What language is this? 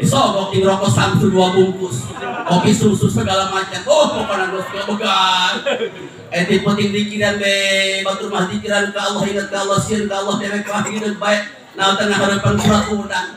Sundanese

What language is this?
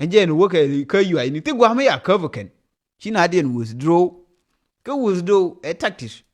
Nuer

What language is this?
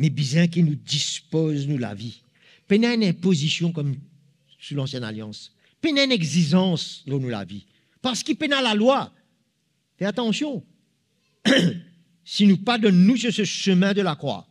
Morisyen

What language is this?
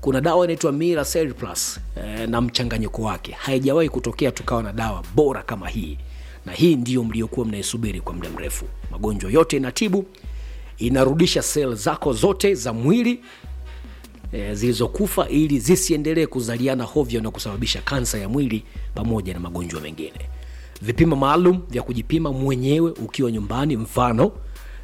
Swahili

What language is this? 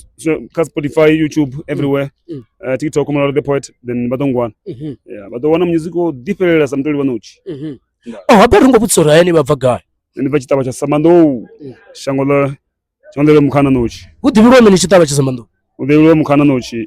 Venda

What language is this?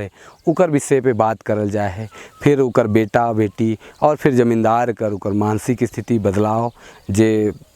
Sadri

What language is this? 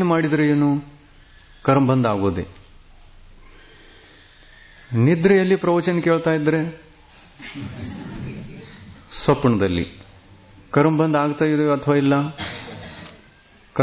Kannada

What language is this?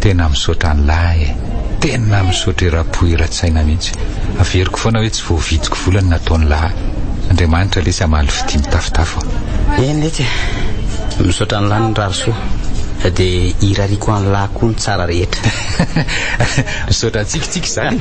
Malagasy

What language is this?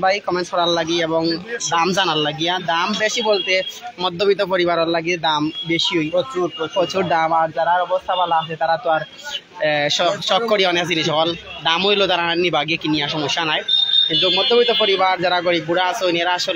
Sylheti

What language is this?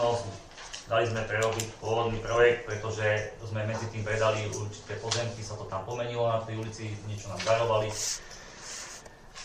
Slovak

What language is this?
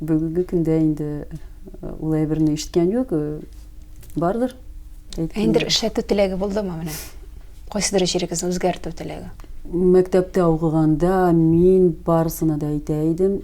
Tatar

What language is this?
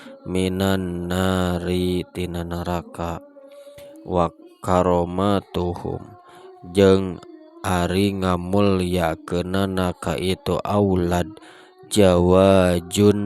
Sundanese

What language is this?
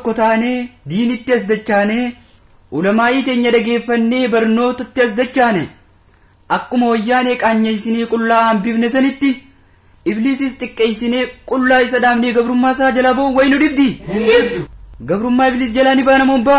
Oromo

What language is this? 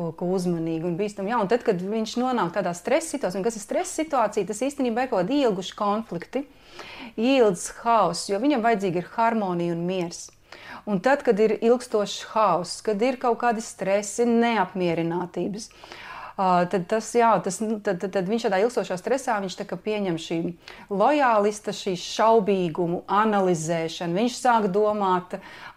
Latvian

